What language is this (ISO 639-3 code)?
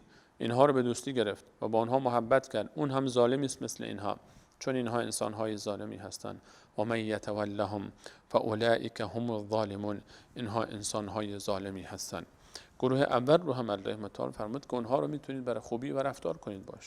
fas